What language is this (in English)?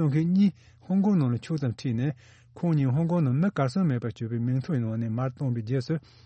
Tibetan